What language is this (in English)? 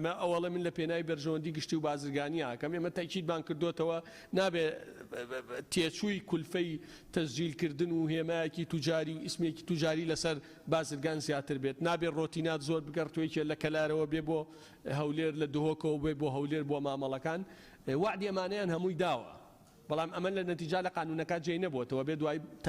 Central Kurdish